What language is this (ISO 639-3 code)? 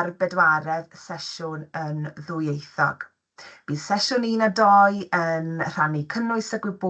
cym